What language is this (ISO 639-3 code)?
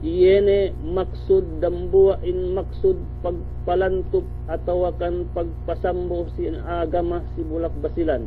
yka